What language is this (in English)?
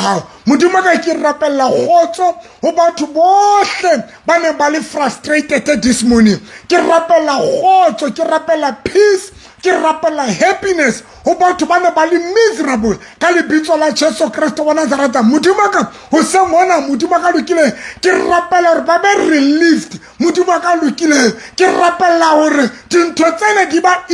Southern Sotho